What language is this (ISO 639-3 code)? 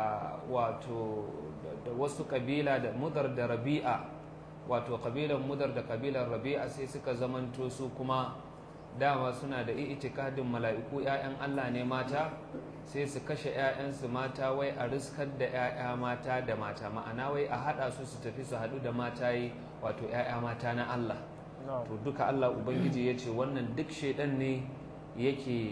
hau